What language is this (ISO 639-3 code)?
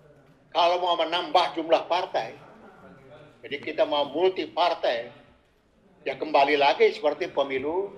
ind